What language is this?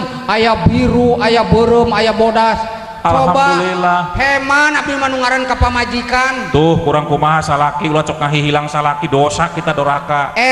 Sundanese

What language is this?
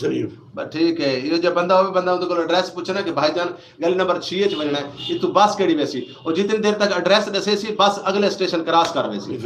Saraiki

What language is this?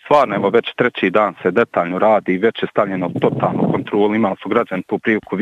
Bosnian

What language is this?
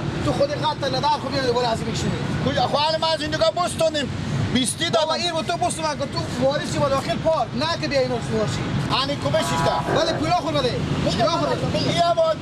Persian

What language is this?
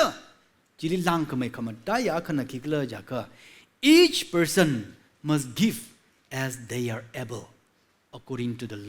Tangkhul Naga (India)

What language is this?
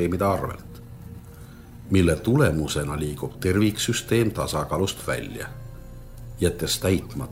Estonian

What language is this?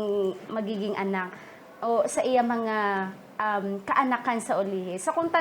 Hiligaynon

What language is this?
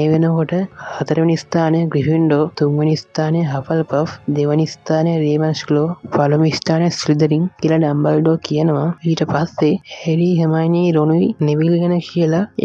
Sinhala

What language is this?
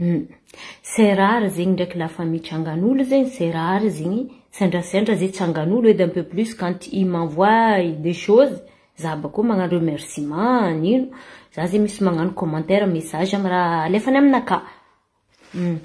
Malagasy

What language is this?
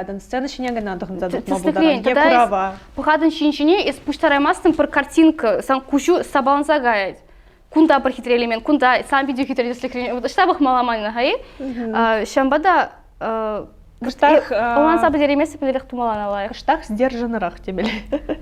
Chuvash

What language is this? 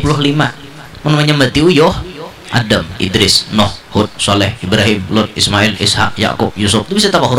Banjar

